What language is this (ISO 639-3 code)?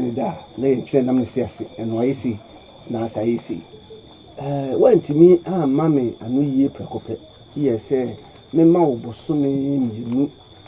aka